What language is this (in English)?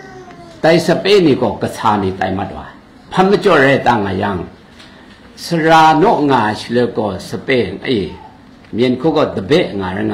Kachin